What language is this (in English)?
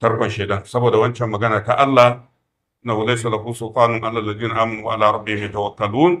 Hausa